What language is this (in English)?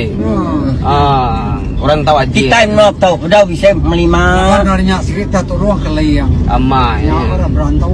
Iban